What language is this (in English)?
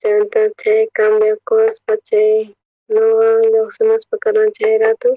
South Bolivian Quechua